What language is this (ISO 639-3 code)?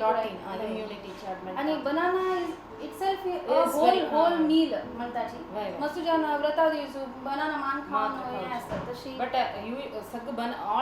kok